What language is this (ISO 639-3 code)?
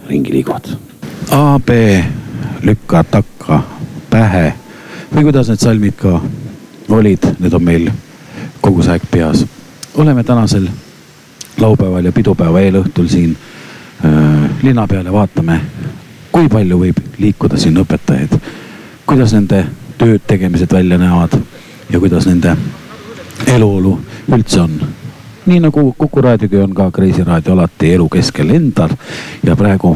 est